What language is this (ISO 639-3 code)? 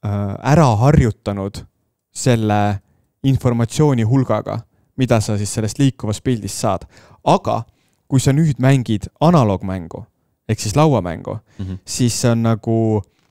est